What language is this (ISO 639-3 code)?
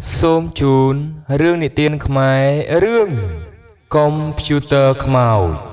khm